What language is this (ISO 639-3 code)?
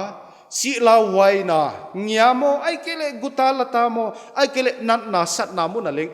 pck